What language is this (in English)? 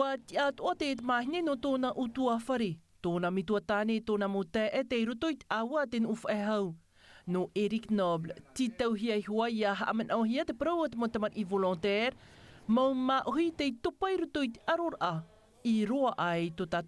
Tahitian